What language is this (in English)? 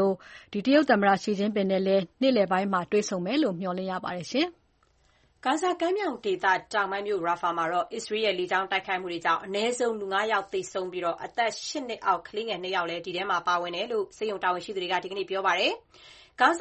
Burmese